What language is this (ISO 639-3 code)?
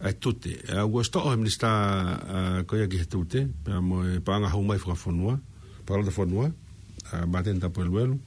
ton